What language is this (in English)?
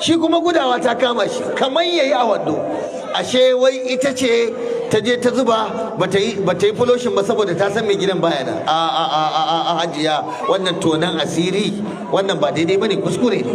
Hausa